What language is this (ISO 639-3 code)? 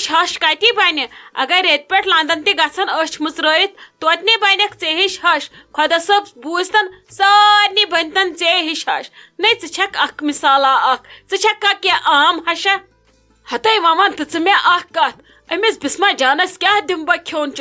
kas